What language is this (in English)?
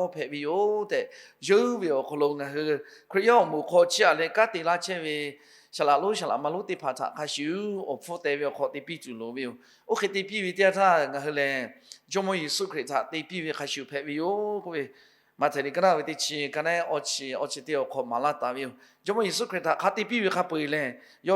Lahu